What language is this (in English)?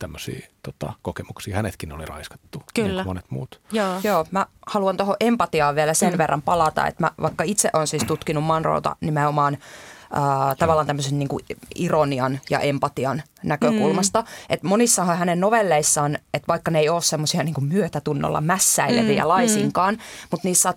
Finnish